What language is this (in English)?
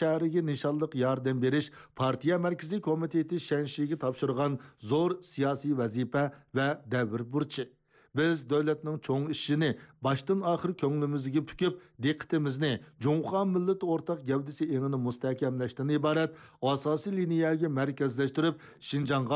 Uyghur